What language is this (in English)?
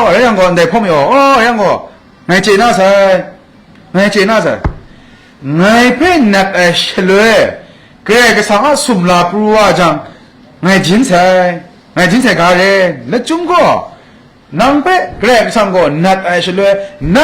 Kachin